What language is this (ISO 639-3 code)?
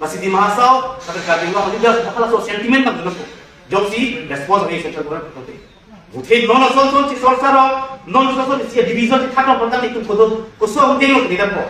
mjw